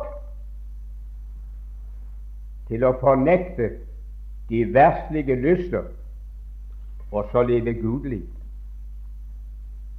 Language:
Norwegian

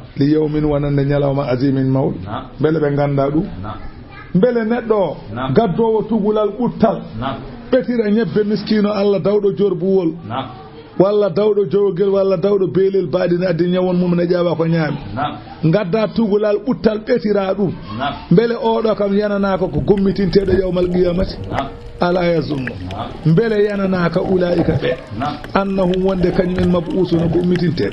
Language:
Fula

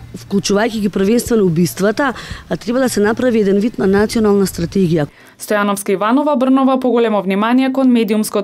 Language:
Macedonian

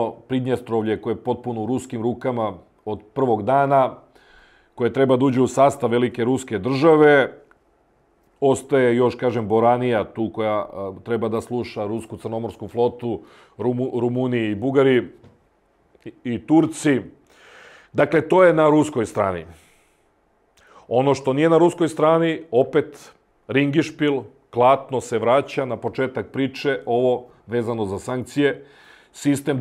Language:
Serbian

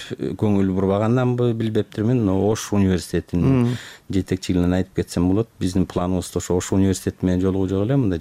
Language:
Kyrgyz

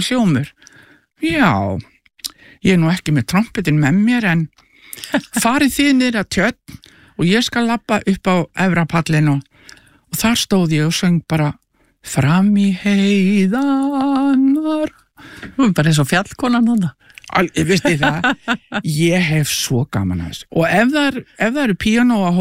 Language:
Icelandic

